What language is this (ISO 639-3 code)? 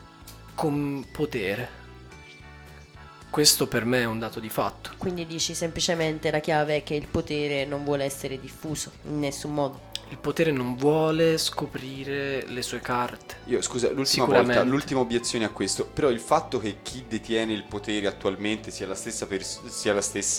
ita